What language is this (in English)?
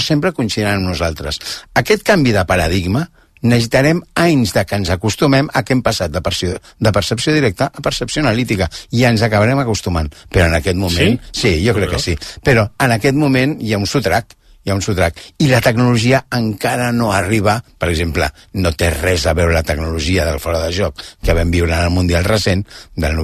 Catalan